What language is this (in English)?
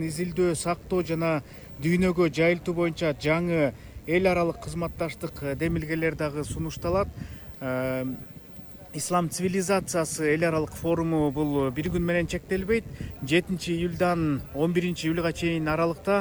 Kyrgyz